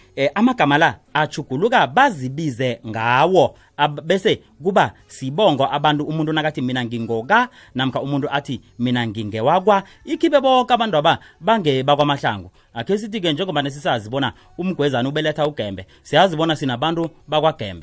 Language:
South Ndebele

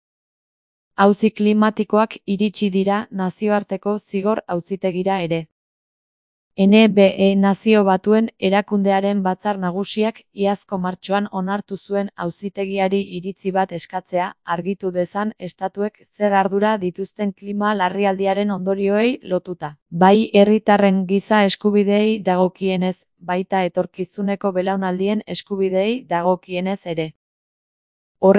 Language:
Basque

